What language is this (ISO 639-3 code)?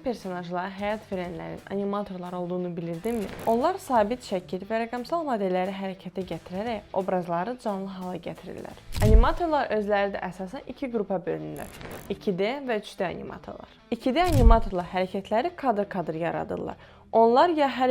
aze